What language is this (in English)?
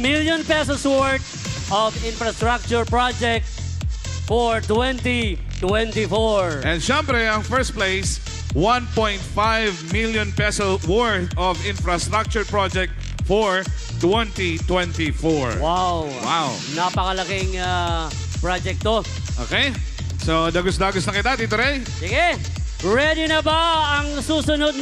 Bikol